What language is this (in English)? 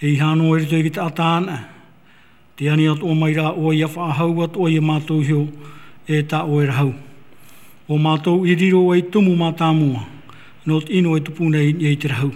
Tahitian